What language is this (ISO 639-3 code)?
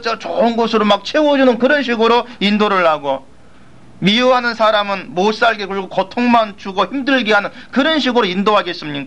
kor